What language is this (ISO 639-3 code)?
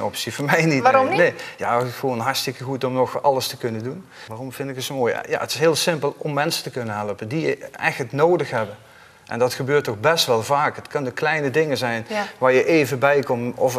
nld